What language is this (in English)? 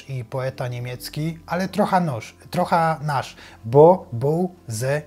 Silesian